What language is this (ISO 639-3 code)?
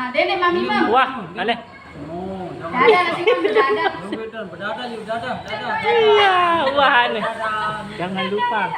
sas